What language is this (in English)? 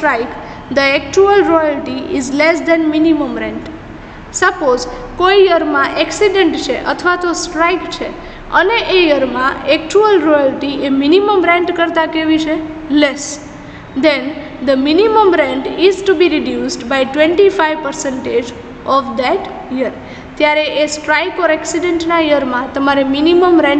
Gujarati